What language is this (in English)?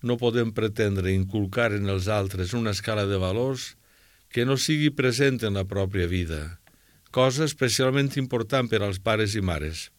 Catalan